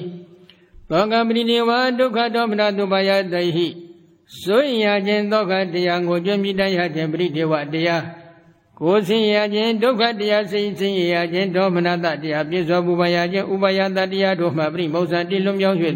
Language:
Burmese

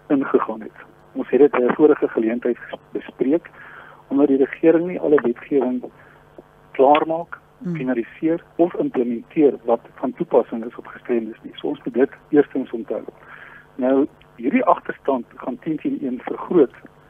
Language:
Afrikaans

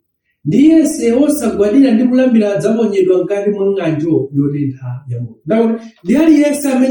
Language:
Nyanja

